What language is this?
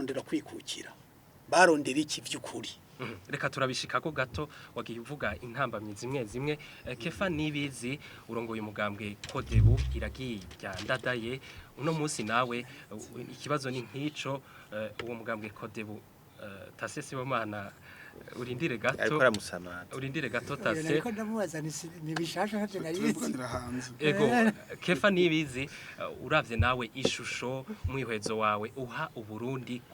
Rundi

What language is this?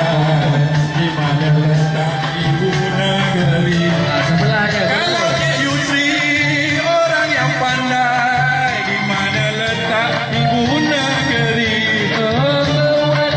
Malay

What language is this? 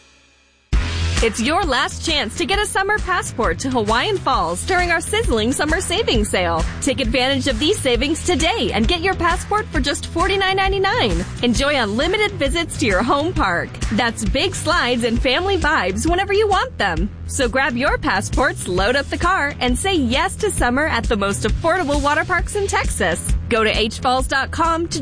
English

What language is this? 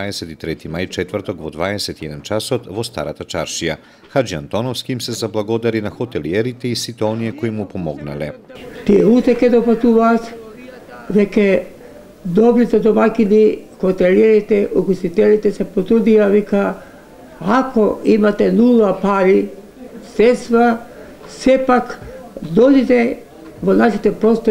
Macedonian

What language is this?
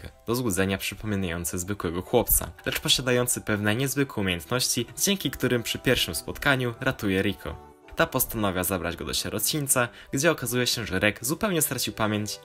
Polish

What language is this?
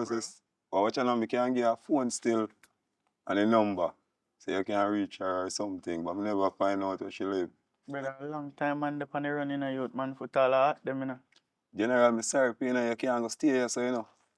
Jamaican Creole English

